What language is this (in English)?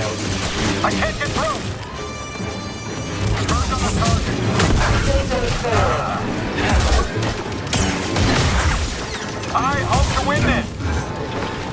English